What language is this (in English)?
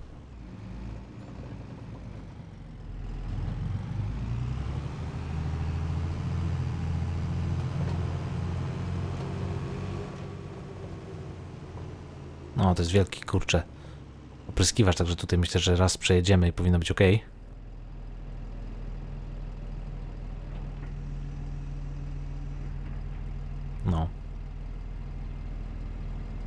Polish